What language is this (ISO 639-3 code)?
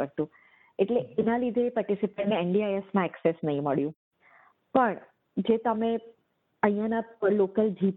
guj